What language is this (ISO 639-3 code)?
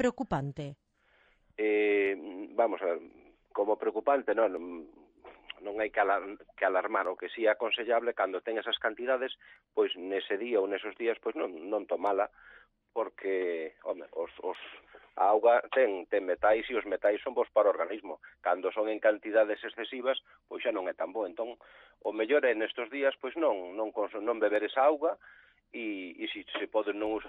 glg